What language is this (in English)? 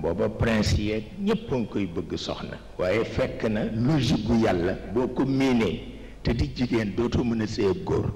Wolof